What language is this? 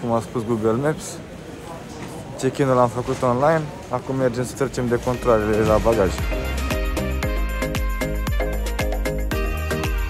Romanian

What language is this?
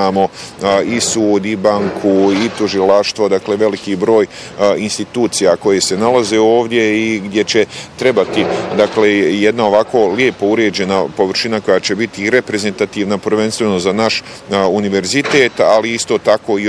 Bosnian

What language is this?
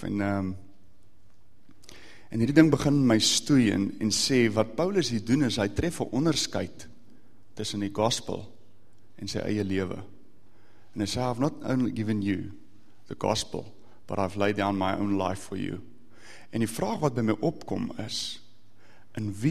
Afrikaans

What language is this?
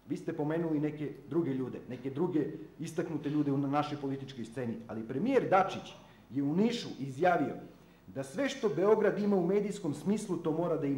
Serbian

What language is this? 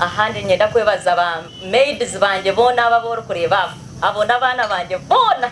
Nyankole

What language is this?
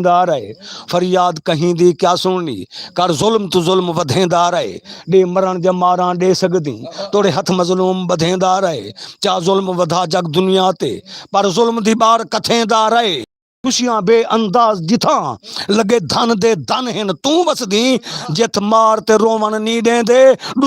Saraiki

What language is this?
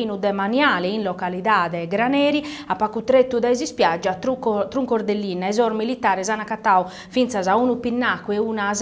Sardinian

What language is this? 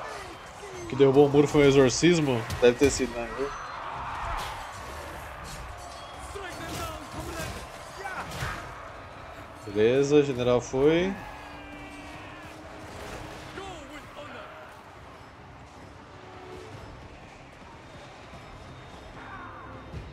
Portuguese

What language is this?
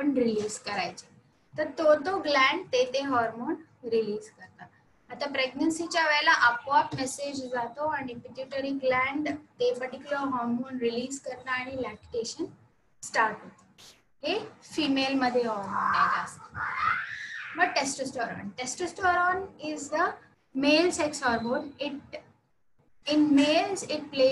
Marathi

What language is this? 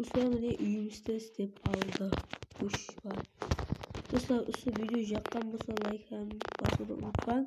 Kara-Kalpak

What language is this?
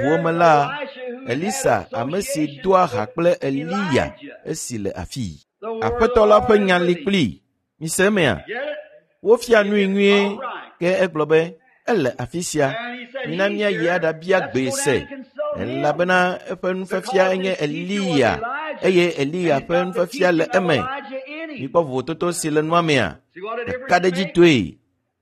Ewe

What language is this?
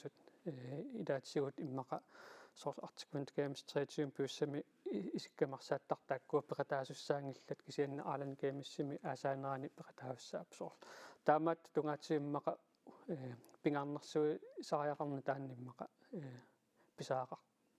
Kalaallisut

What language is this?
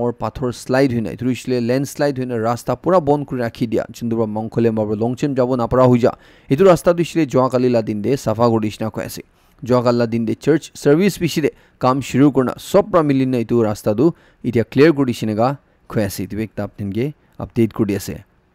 Naga Pidgin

